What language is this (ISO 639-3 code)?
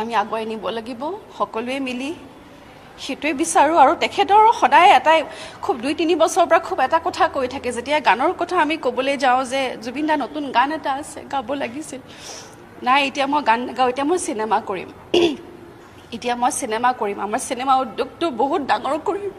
asm